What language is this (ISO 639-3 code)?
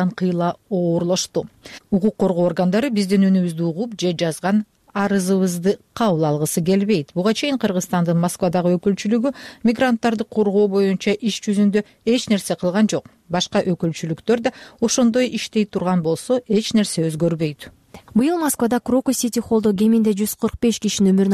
kir